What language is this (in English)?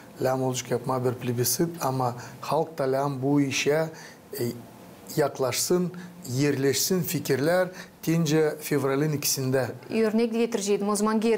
Gagauz